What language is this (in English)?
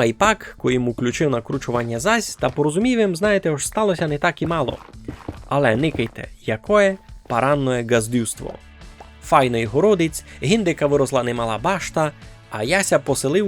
Rusyn